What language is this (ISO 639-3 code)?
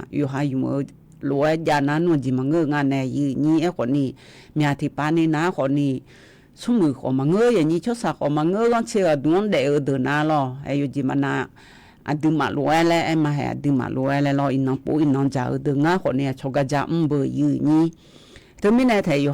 ahk